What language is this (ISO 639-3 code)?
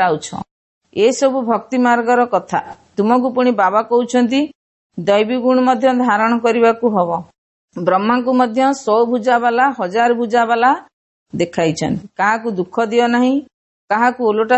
ori